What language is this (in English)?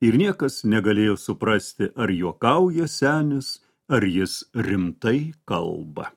Lithuanian